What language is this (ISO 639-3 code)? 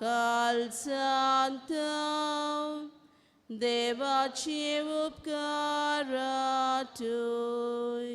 kok